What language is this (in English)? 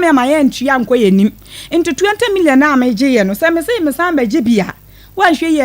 Akan